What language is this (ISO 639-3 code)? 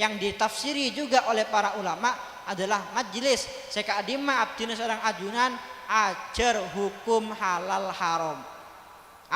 mad